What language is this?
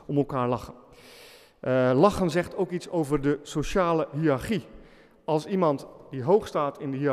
Dutch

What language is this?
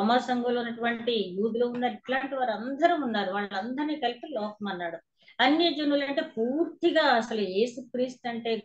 Telugu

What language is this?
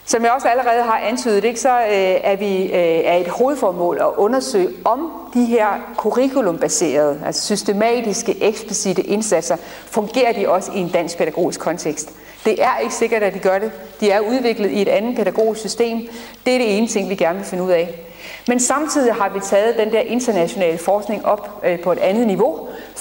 Danish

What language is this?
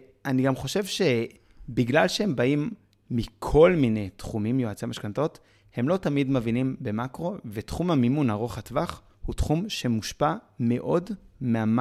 Hebrew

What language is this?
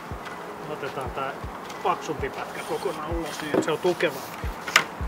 Finnish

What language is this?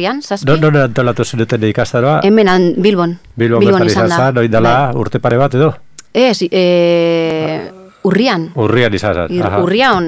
Basque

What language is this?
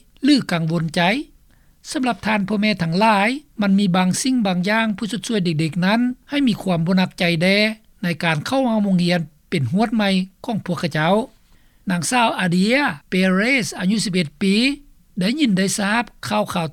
Lao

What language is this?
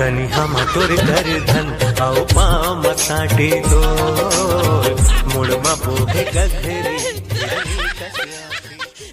Chhattisgarhi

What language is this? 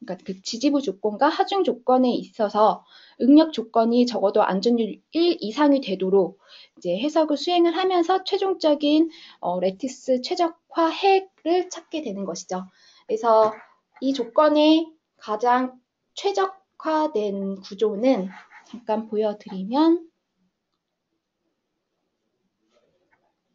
Korean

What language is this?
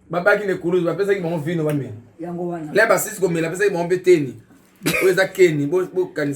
Lingala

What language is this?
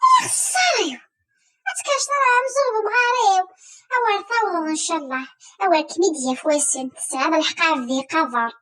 Kabyle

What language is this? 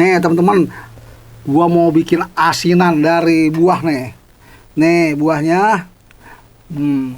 Betawi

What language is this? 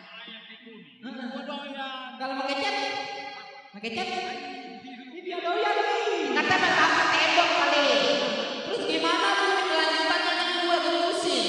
Betawi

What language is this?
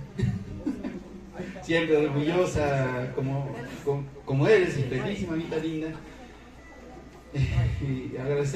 Spanish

